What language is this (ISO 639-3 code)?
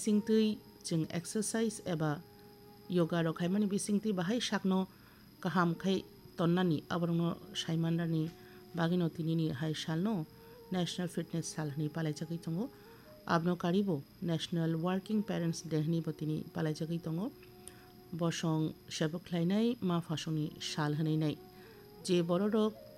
trp